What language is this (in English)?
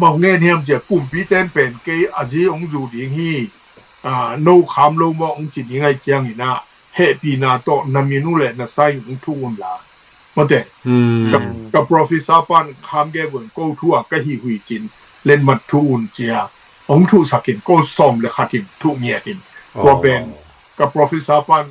Tedim Chin